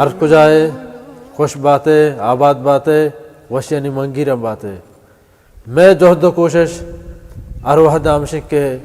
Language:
Baluchi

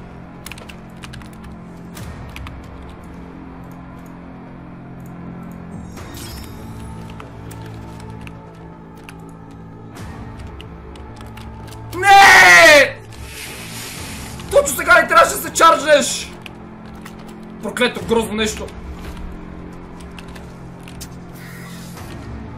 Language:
Bulgarian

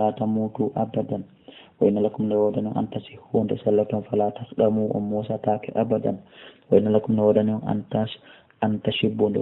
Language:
Fula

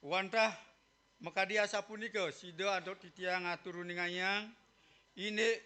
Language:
Balinese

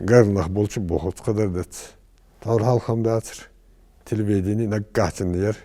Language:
Ingush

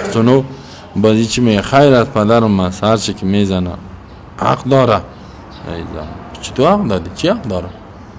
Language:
Persian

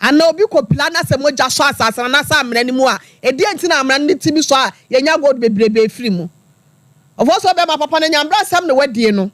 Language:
Akan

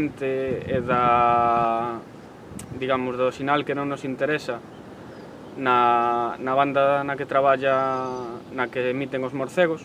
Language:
Galician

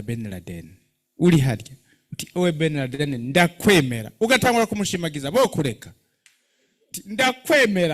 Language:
Rundi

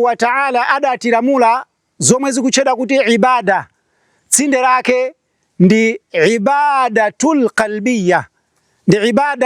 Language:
Nyanja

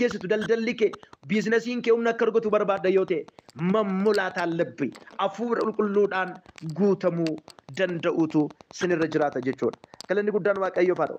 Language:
Oromo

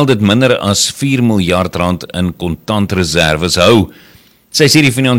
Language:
Afrikaans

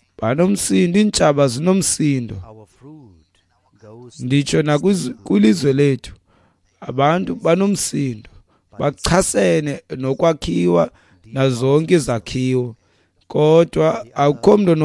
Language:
Xhosa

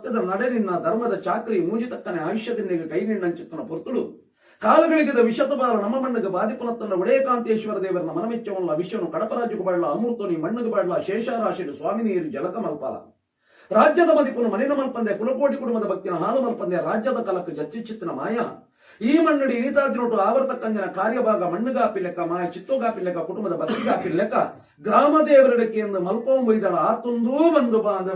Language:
Tulu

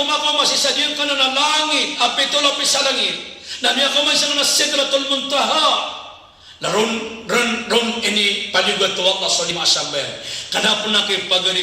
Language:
Maranao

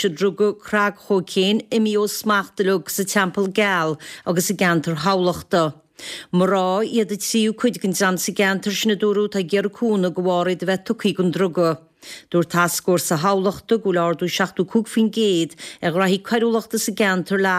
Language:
Irish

